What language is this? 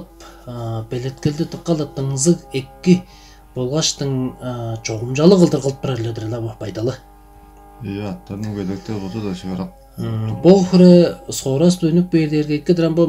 Tuvinian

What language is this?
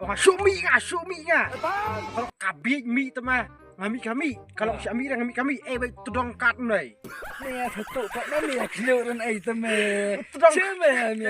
Khasi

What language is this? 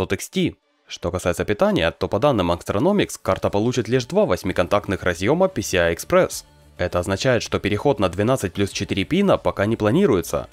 Russian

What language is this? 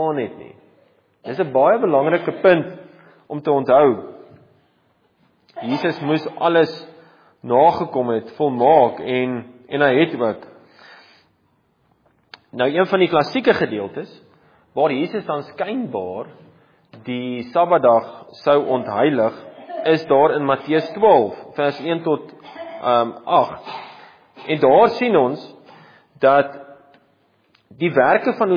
Afrikaans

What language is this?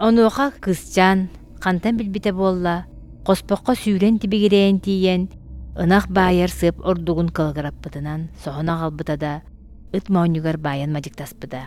Yakut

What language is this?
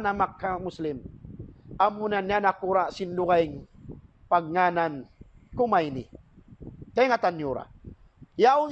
Tausug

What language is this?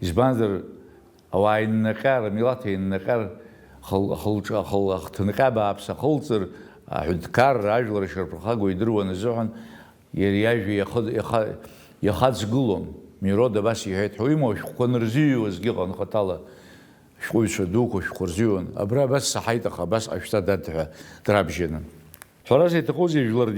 Abkhazian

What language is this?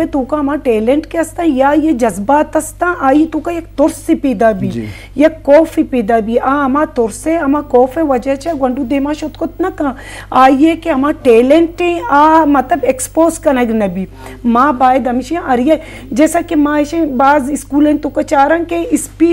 Eastern Balochi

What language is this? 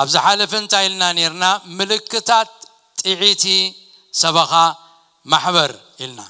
Tigrinya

